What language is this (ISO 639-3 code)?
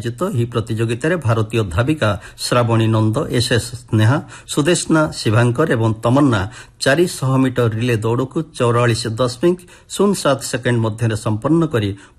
ori